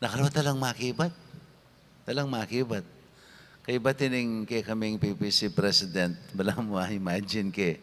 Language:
Pampanga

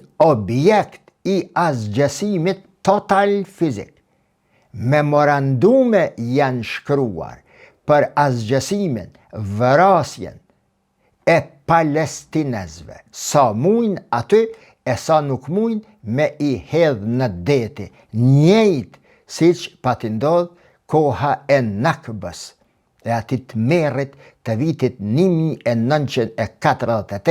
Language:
Albanian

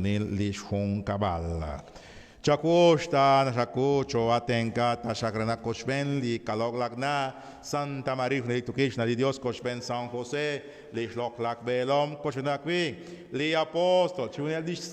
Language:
Kekchí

